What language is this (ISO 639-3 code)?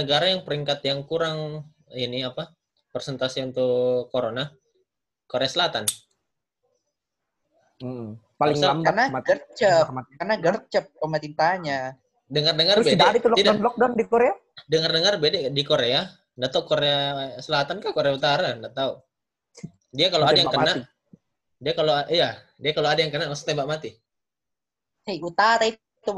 ind